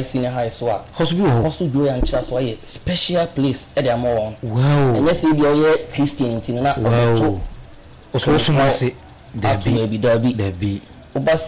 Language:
Akan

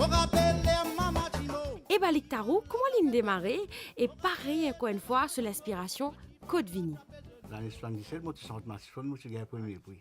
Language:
Morisyen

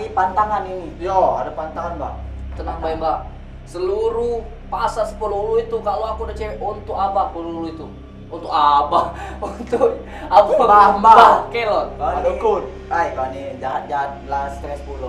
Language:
Musi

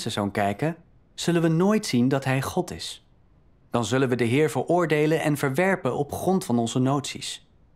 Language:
Dutch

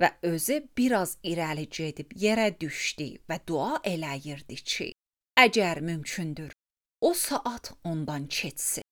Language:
Azerbaijani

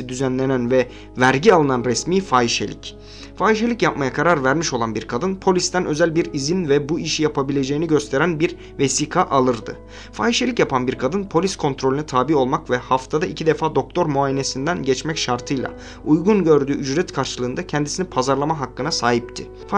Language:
Turkish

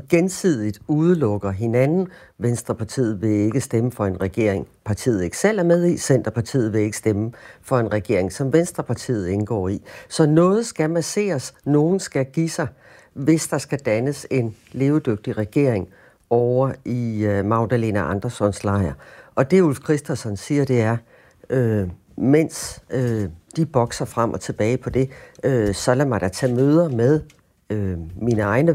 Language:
Danish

